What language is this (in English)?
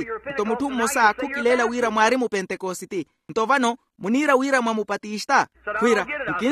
Makhuwa